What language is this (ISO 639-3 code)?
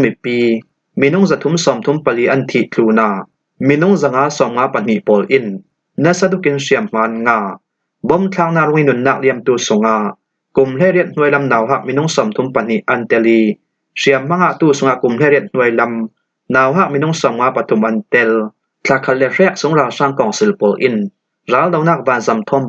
cfm